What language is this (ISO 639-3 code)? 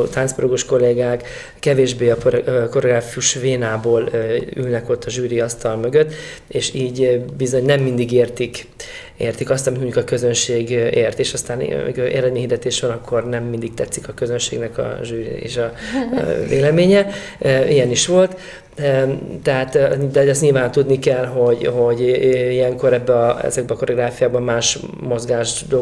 hun